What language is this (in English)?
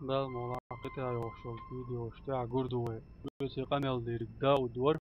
Chechen